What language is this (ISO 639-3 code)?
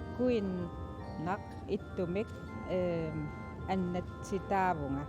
kal